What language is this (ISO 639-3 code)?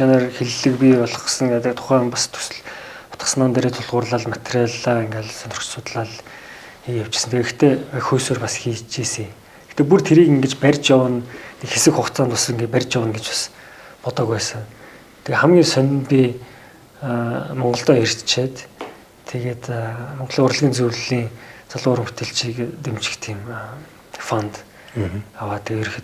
mon